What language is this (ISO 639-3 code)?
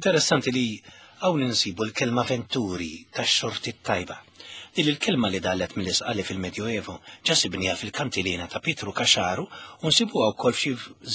mlt